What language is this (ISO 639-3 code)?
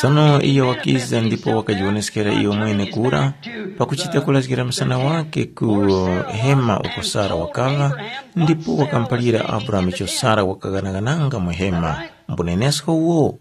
tum